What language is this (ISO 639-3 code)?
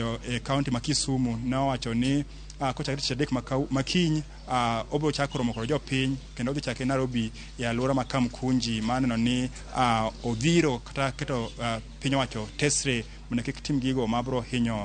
luo